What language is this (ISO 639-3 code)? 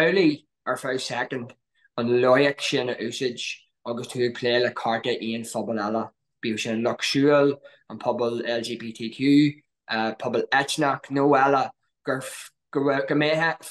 gle